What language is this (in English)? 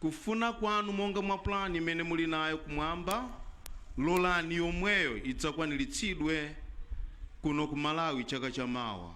Nyanja